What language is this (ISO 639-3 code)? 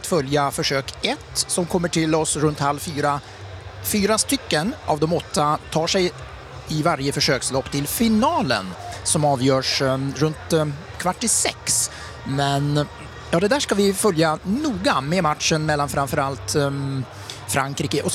swe